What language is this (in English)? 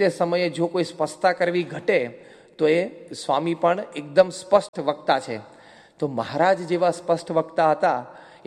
Gujarati